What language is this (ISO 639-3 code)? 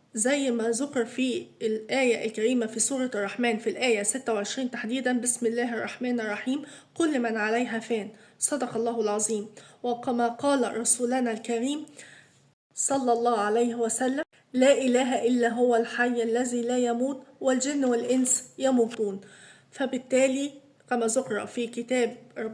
arz